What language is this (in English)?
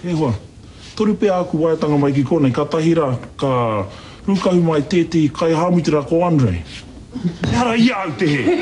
Māori